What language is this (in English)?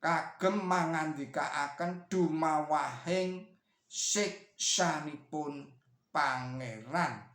Javanese